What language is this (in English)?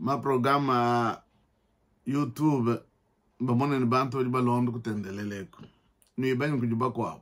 Luba-Lulua